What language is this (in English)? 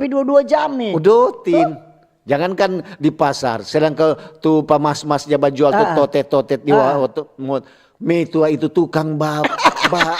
Manado Malay